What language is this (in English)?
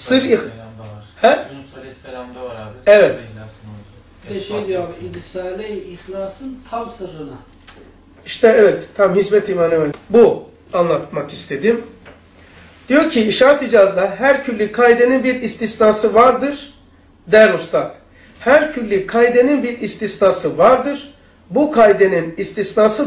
Turkish